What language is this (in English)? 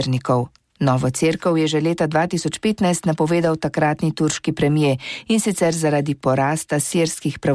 Slovenian